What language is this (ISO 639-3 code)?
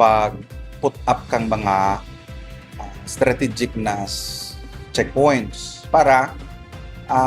bik